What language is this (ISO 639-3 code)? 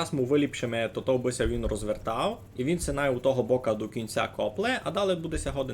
rue